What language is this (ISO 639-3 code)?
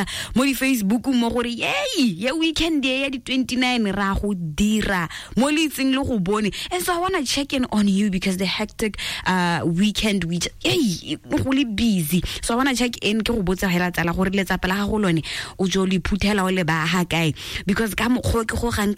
tsn